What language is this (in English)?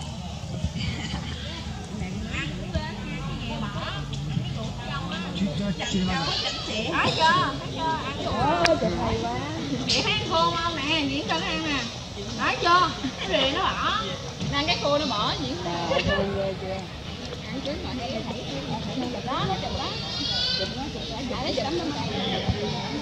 Vietnamese